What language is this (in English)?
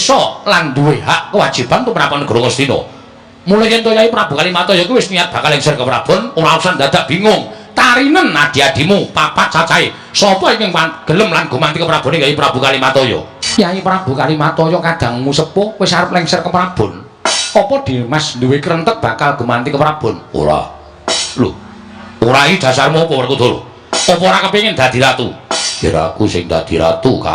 Javanese